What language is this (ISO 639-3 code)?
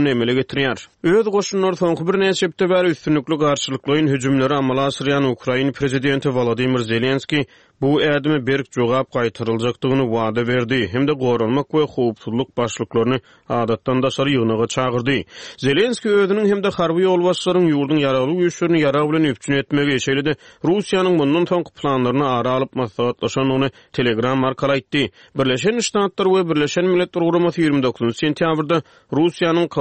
tuk